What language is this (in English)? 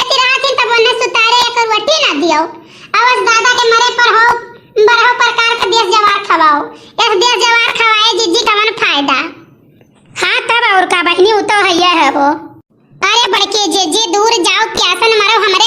Awadhi